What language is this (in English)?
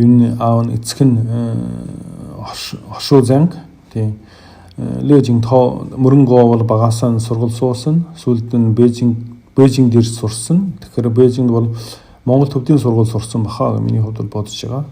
Mongolian